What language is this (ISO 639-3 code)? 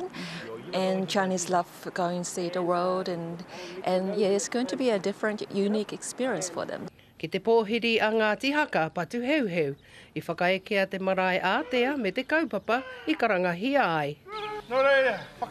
mri